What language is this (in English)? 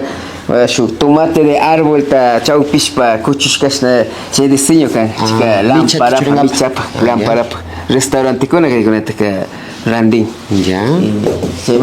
Imbabura Highland Quichua